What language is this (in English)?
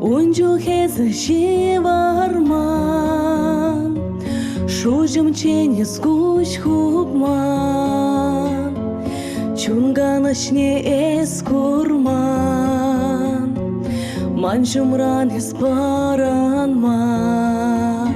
Chuvash